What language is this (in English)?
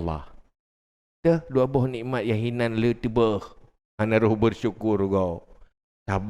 Achinese